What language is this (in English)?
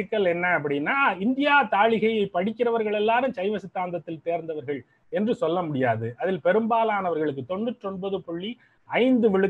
Tamil